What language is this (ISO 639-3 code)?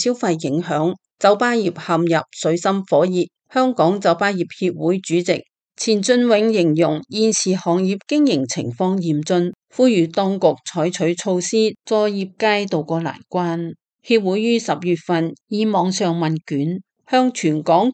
yue